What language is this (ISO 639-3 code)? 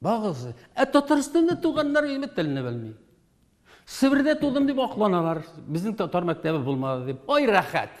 tat